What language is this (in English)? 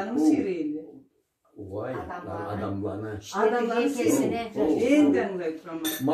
Karachay-Balkar